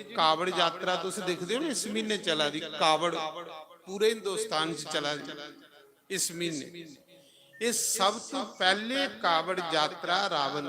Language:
Dogri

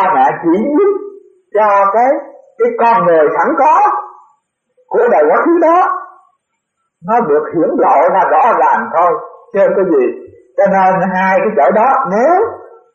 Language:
Vietnamese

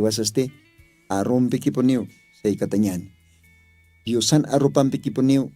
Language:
Aymara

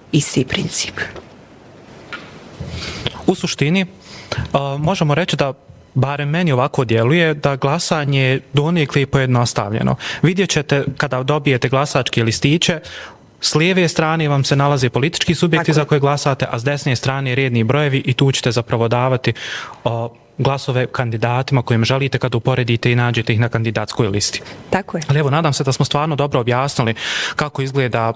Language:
Bosnian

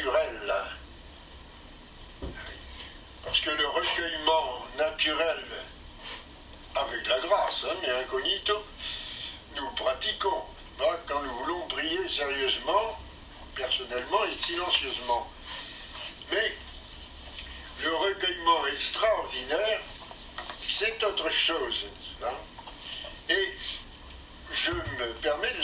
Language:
French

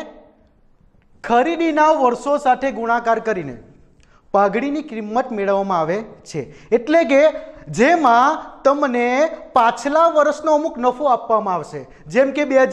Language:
Gujarati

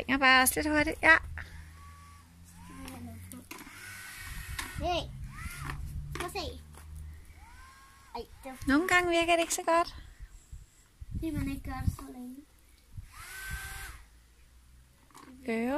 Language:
Danish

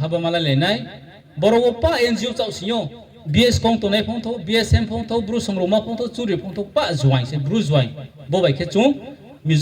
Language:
Riang (India)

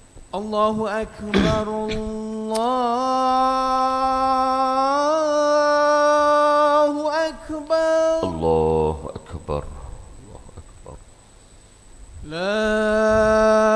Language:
Malay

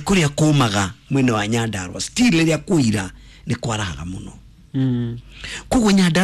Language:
Kikuyu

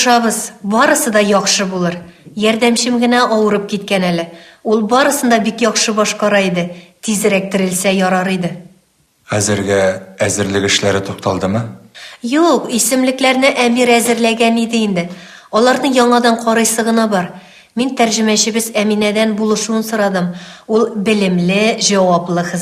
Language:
Tatar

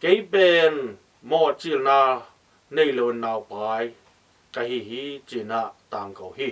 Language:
Tedim Chin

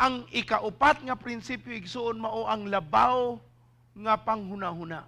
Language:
Cebuano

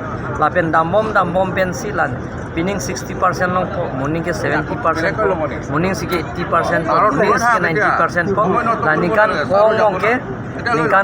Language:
Karbi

